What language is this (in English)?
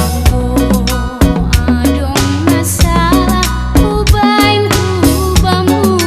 Batak Simalungun